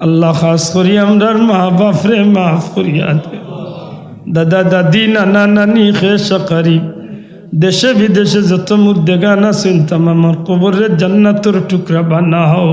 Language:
Sylheti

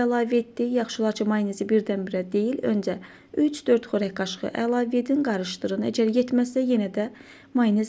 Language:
Azerbaijani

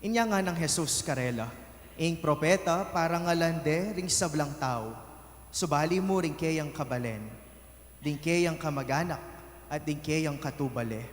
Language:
Pampanga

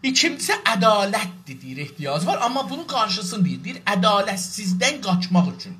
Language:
South Azerbaijani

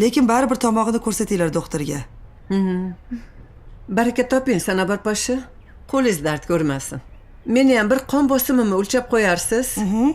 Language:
Uzbek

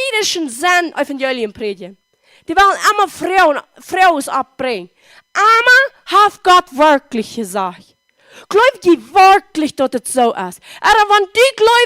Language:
Plautdietsch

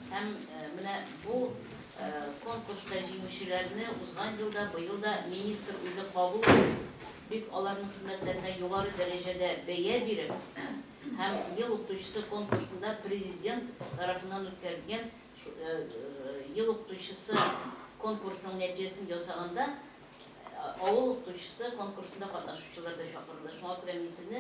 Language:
Tatar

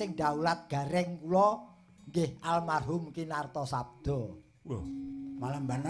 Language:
Javanese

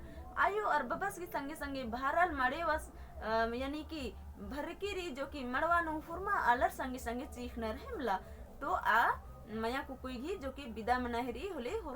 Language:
Kurukh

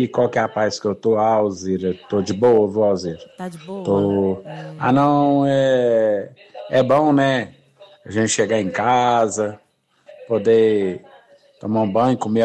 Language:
Portuguese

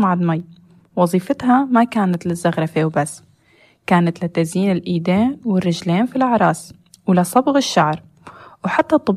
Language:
North Levantine Arabic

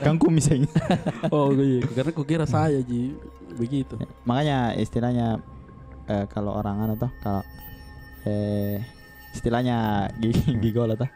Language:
Makassar Malay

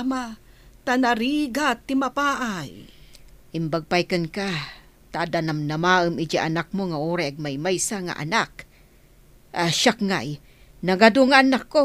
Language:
Iloko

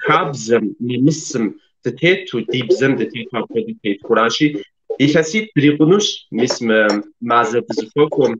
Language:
Kabardian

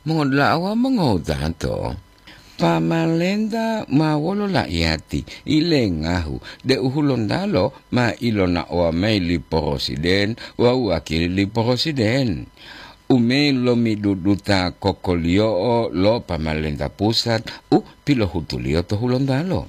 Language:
Gorontalo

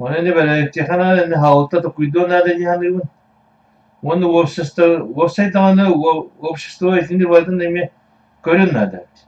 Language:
Yakut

